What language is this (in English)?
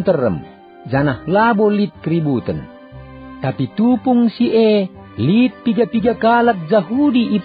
Batak Karo